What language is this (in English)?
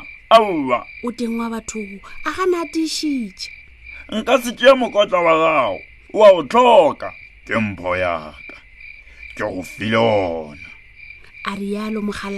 Northern Sotho